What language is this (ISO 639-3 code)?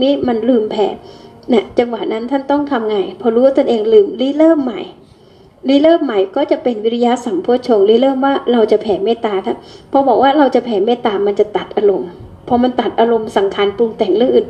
tha